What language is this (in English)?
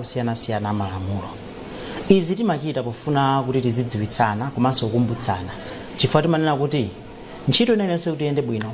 Nyanja